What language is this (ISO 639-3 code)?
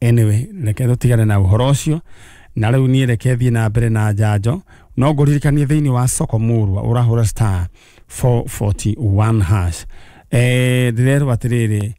kik